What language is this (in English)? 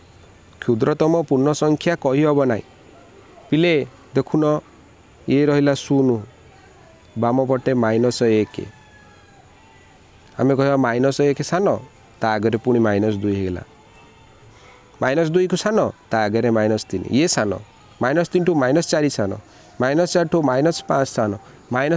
Odia